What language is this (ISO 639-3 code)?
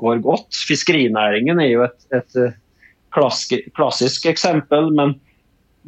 nor